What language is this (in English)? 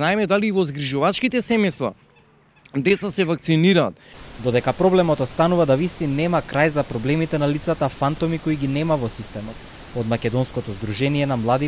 Macedonian